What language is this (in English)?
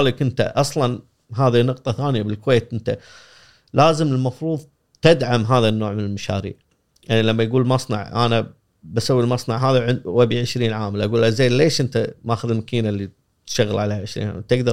Gulf Arabic